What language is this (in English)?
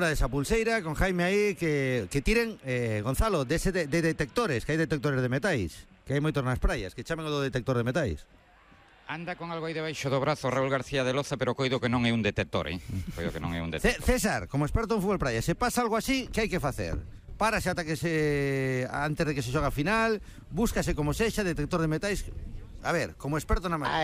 Galician